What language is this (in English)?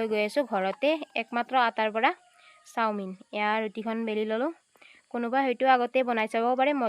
Assamese